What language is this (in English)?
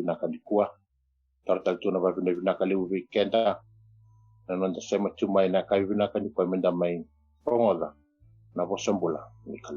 Fijian